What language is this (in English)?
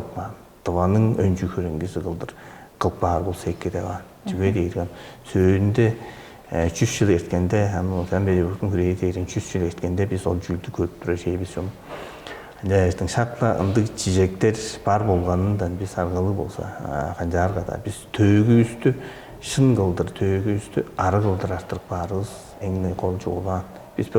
Tuvinian